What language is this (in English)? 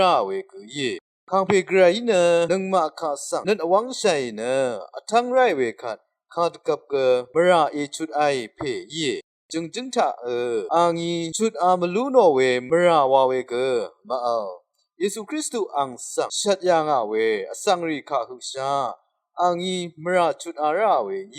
Rawang